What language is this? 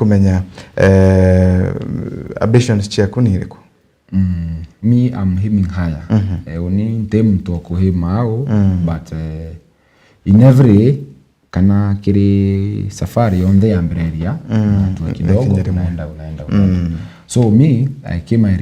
Meru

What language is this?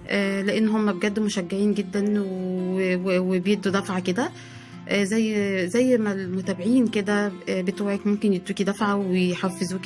Egyptian Arabic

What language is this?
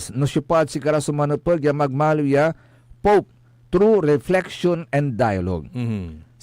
Pangasinan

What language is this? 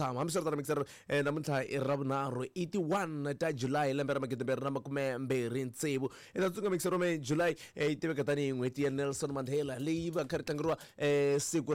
Tsonga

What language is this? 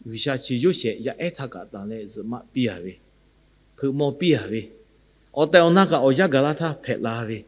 Lahu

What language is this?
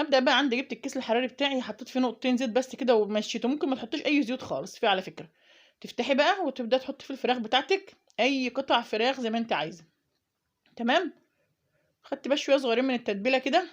Egyptian Arabic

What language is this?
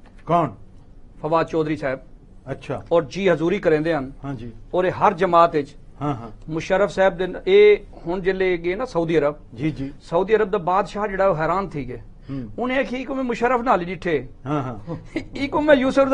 Saraiki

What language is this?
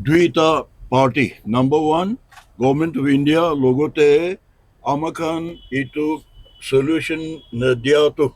Naga Pidgin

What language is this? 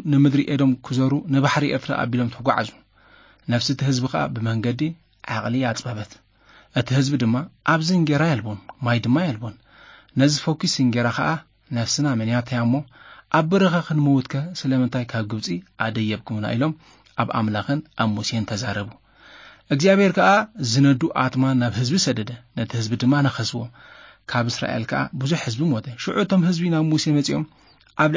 Tigrinya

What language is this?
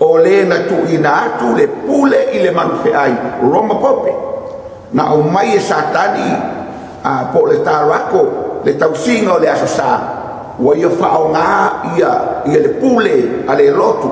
Samoan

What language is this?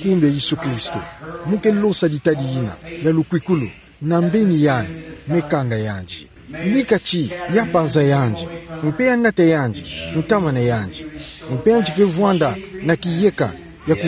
Kituba (Democratic Republic of Congo)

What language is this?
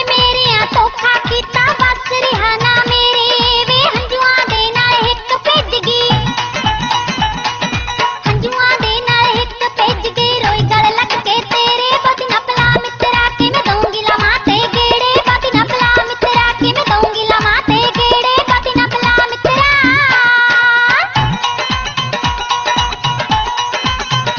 Punjabi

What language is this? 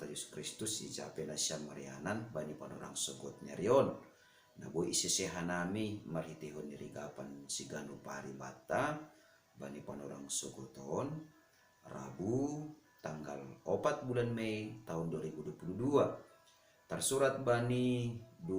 Batak Simalungun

